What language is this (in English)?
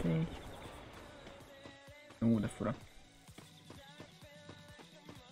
Hungarian